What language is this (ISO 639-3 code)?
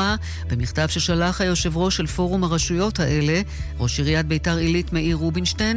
heb